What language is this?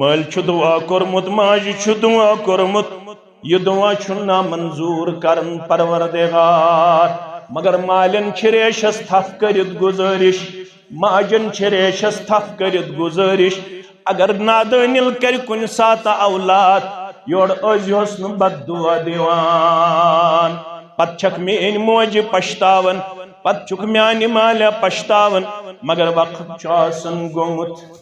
Kashmiri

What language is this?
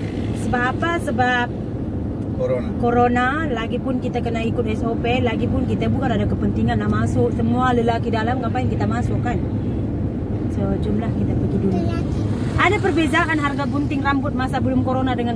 Malay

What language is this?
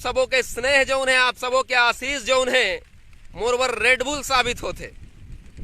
Chhattisgarhi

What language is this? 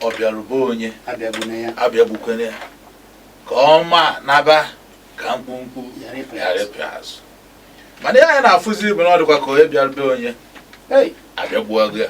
Igbo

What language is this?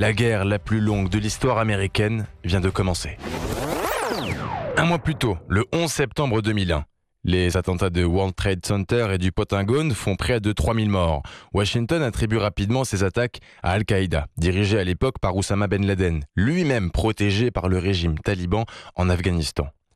French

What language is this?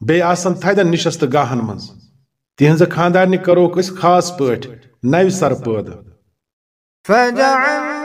Kashmiri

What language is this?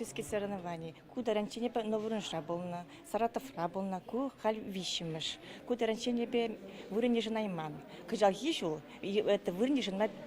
Chuvash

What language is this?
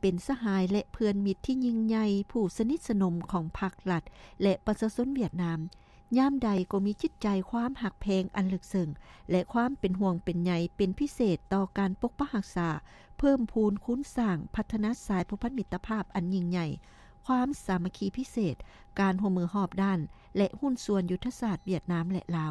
Lao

